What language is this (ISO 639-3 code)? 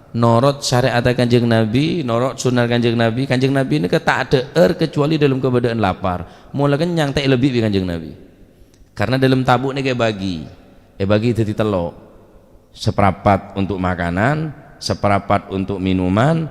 mad